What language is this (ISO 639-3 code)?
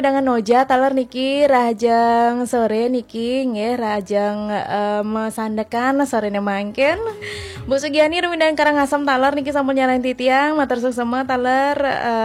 ban